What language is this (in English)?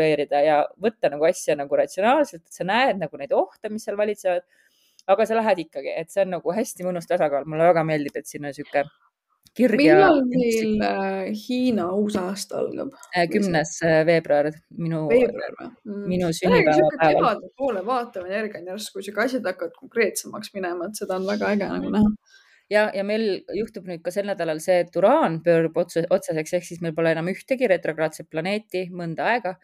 Estonian